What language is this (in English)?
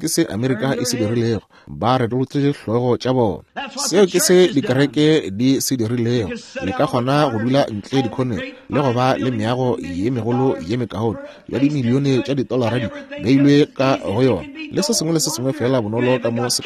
Northern Sotho